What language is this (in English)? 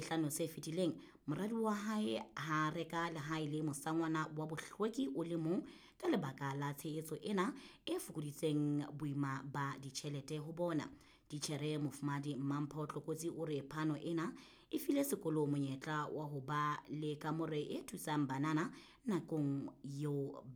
Southern Sotho